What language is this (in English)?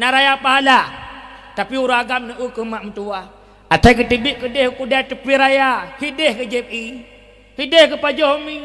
Achinese